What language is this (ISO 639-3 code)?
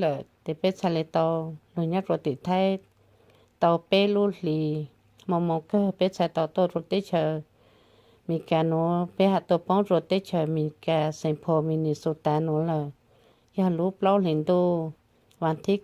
hmn